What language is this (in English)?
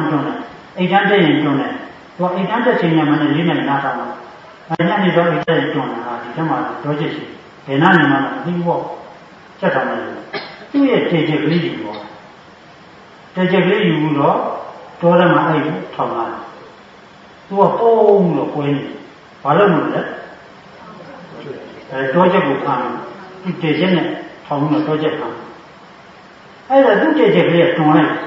Burmese